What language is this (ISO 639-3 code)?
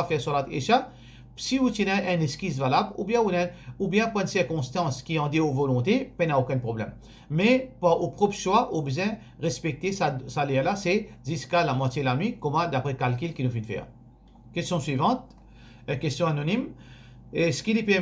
mfe